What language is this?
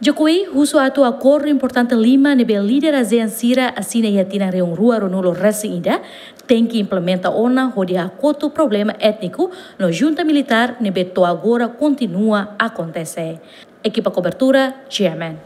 Tetum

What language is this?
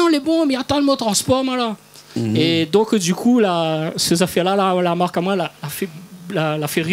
Réunion Creole French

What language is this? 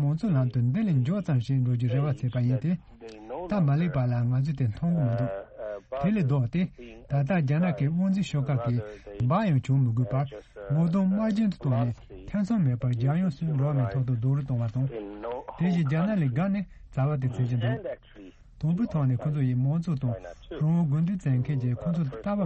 Tibetan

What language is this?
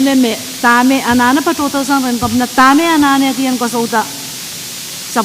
Pohnpeian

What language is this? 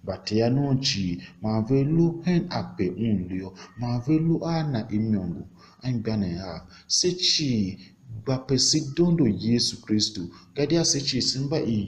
Tiv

